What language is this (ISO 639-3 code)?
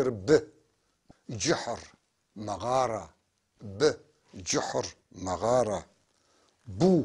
apc